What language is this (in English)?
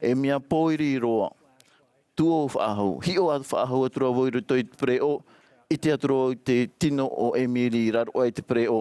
Tahitian